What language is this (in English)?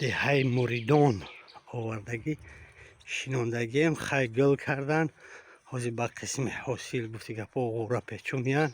Tajik